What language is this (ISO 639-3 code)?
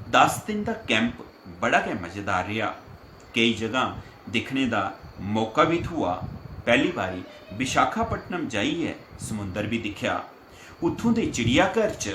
doi